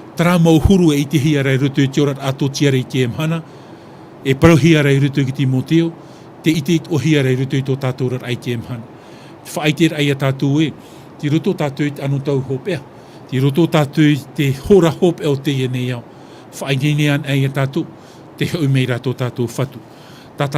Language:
Tahitian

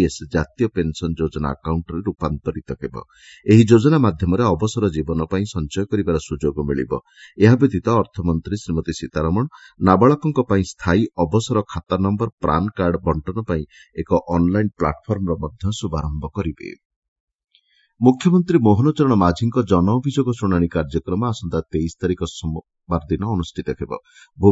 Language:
Odia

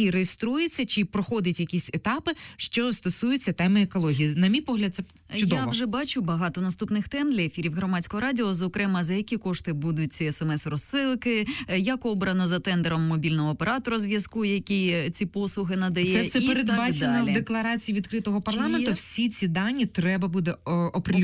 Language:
Ukrainian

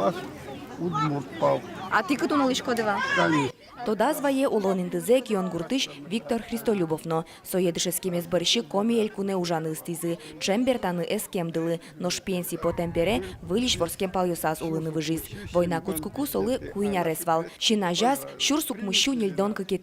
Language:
Udmurt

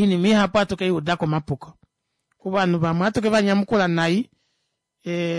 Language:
Kuanyama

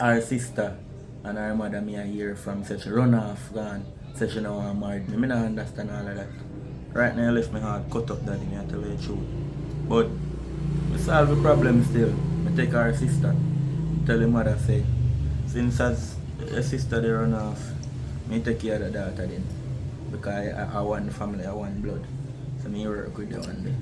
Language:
Jamaican Creole English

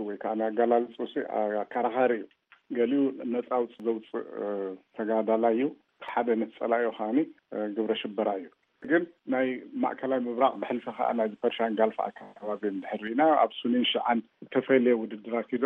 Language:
Tigrinya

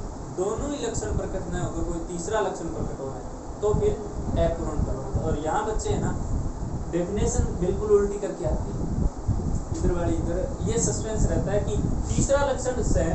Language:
Hindi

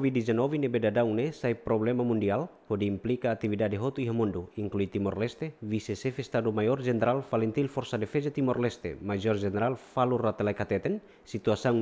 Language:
Tetum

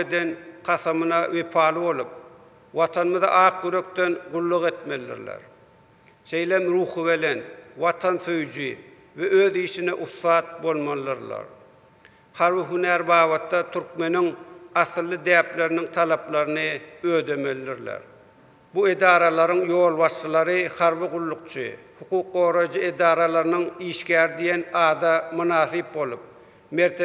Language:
Turkmen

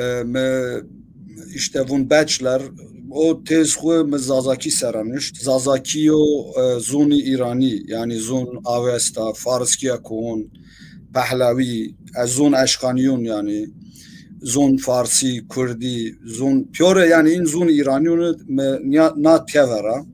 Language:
Zaza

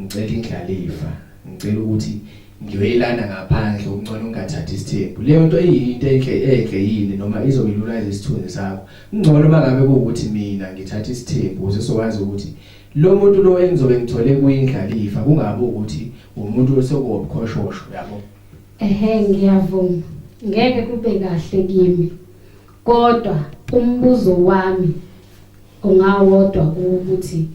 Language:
Zulu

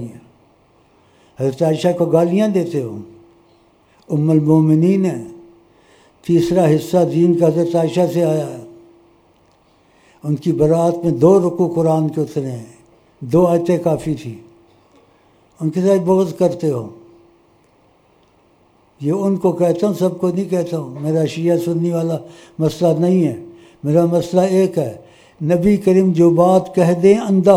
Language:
Urdu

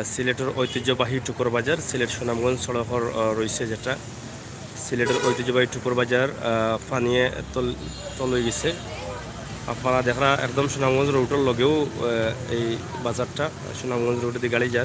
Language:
Sylheti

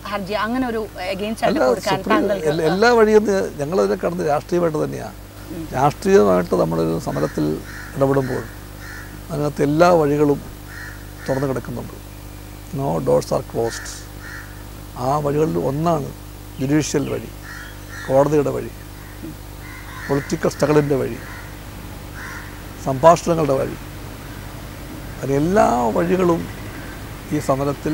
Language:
Malayalam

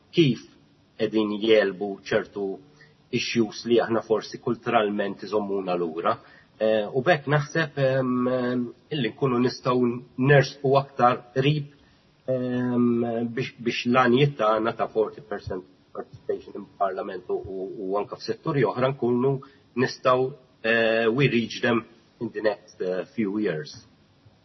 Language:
Maltese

